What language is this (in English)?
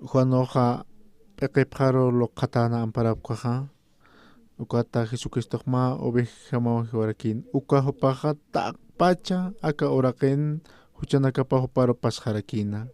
Aymara